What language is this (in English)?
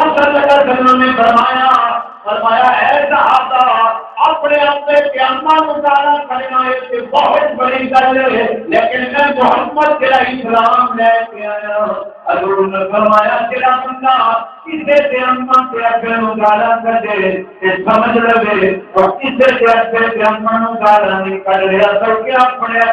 Saraiki